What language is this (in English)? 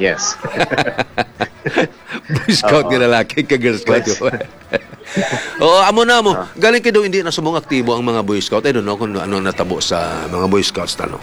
Hiligaynon